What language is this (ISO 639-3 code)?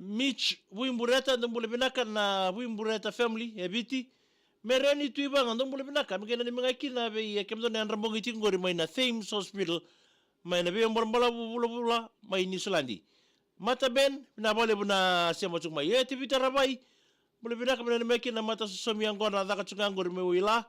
fij